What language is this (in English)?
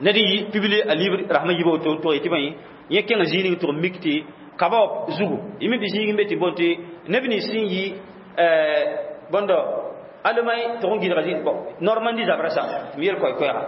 Mossi